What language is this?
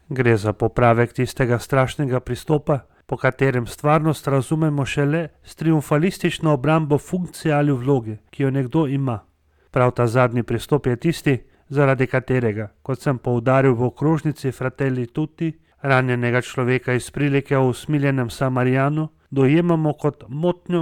Slovenian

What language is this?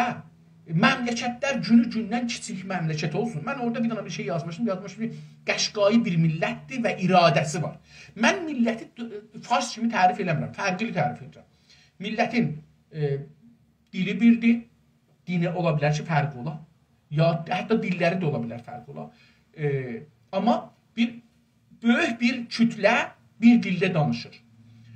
South Azerbaijani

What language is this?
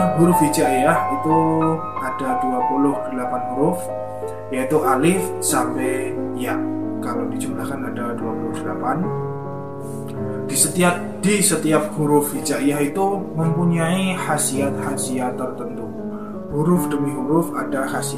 Indonesian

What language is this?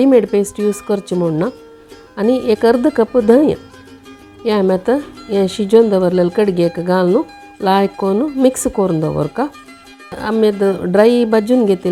Konkani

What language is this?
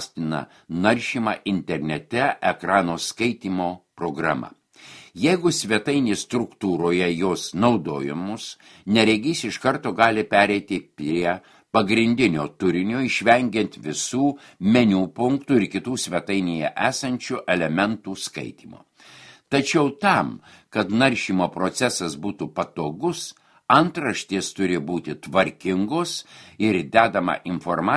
Lithuanian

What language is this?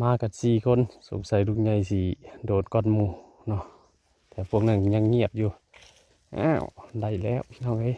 Northeastern Thai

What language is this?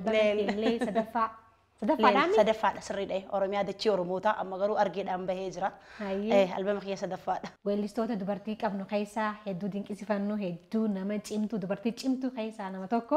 Oromo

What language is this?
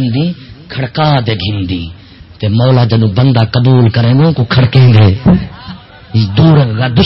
Saraiki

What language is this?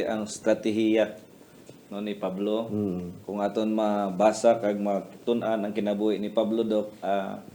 Hiligaynon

